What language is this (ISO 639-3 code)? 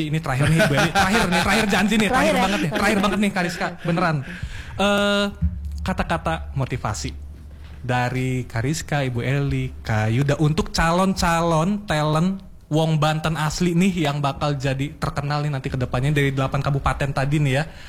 ind